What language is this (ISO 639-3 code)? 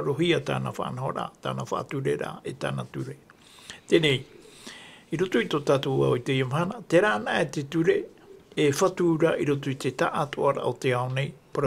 tah